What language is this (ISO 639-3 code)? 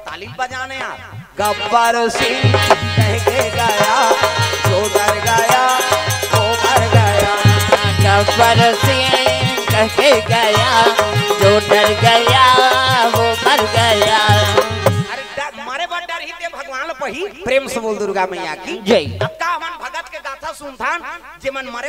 hne